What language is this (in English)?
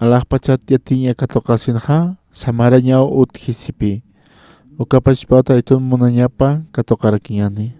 Aymara